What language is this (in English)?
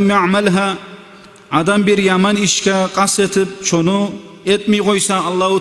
Kumyk